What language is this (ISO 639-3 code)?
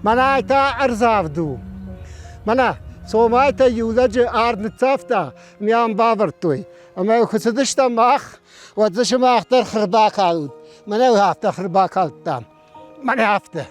oss